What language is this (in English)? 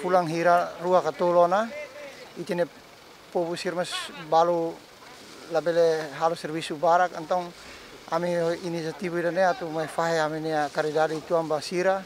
Tetum